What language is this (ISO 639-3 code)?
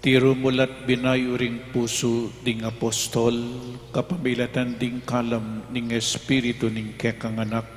pam